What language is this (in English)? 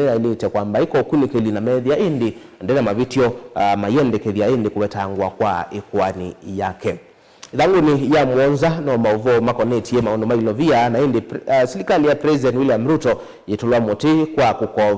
Kamba